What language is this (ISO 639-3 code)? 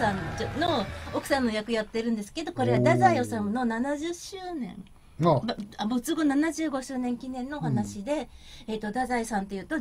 jpn